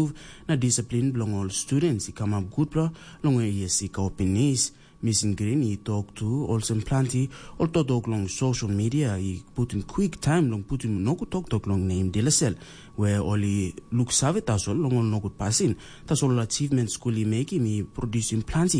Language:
Tok Pisin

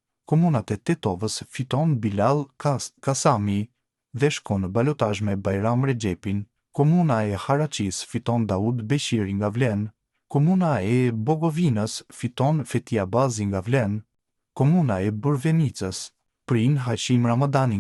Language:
Albanian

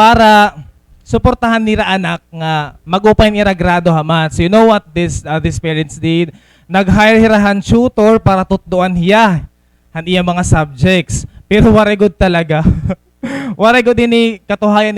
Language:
Waray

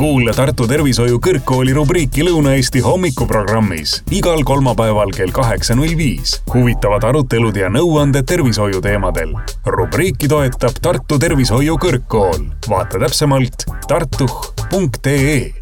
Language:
Estonian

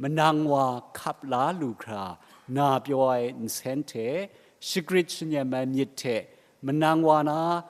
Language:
Kachin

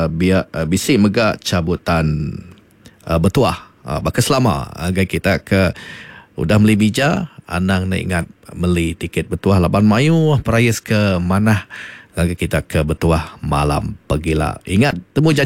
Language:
Iban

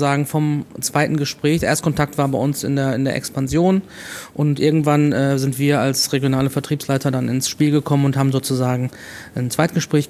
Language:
German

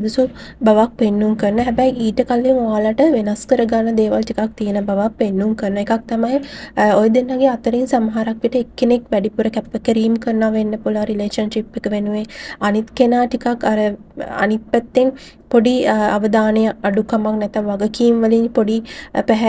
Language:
Sinhala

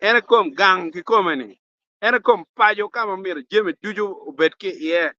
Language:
Acoli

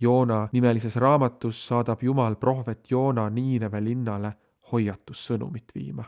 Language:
Estonian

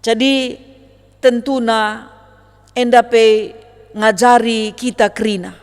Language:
Batak Karo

